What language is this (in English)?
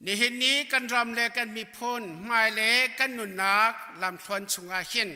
Hakha Chin